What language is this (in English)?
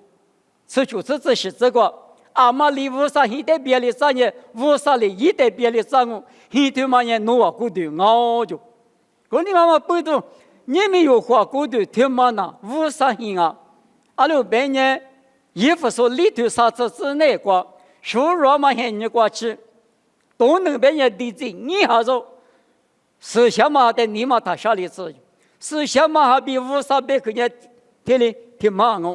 Lisu